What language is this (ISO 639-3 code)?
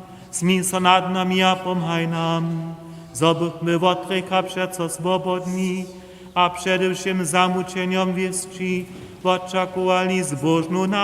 hsb